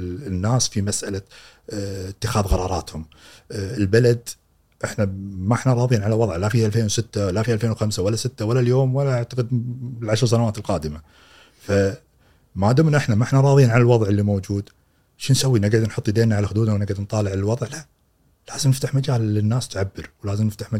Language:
Gulf Arabic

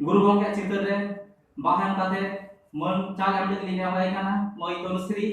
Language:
Santali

